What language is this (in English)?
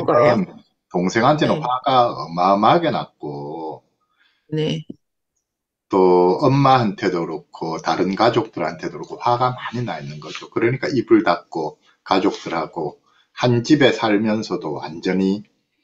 Korean